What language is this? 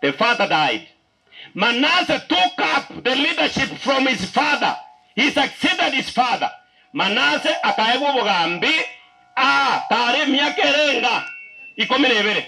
Gusii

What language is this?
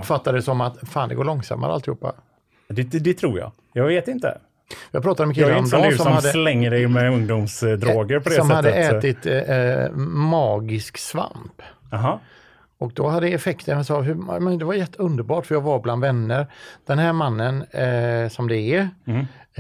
Swedish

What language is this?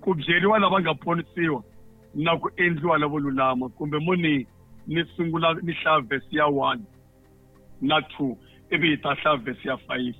Tsonga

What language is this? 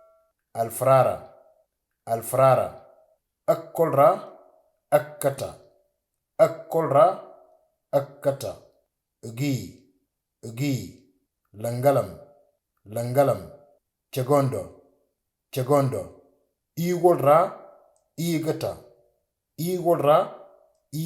Moro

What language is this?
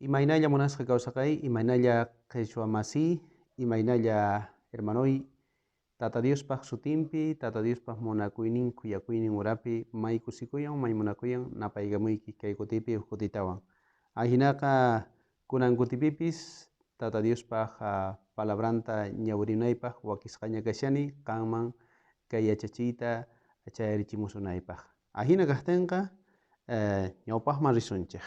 South Bolivian Quechua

